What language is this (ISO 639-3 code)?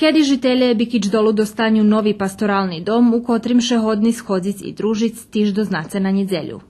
rue